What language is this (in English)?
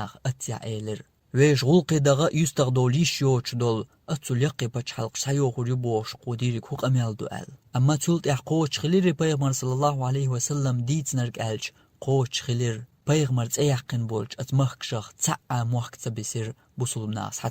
Chechen